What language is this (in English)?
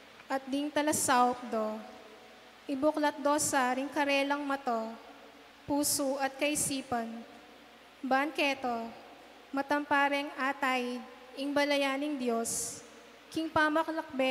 Pampanga